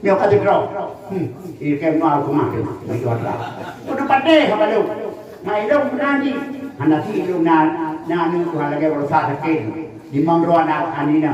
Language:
Achinese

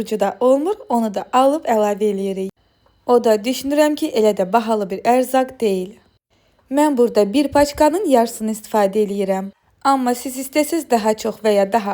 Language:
Azerbaijani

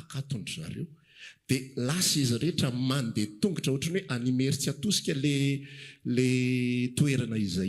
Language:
Malagasy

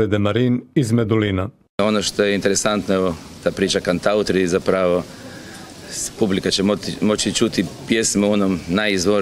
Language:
Croatian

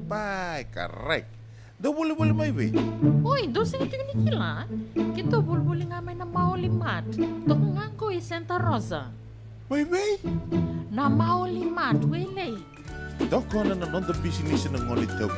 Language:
Fijian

